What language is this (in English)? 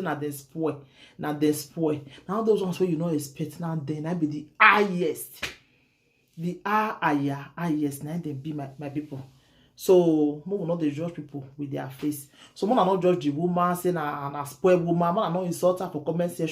Nigerian Pidgin